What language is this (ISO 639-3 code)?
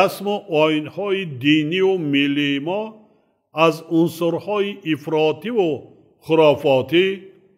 tgk